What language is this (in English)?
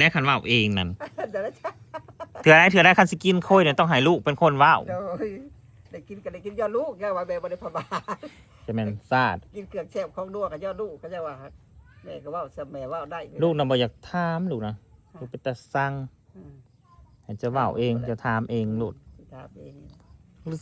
Northeastern Thai